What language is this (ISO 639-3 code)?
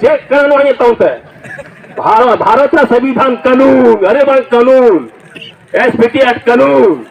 sat